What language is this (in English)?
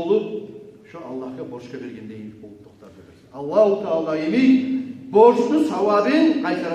Kumyk